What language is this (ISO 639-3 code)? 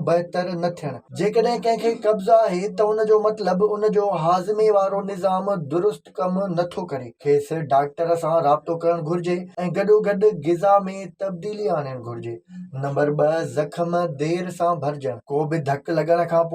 snd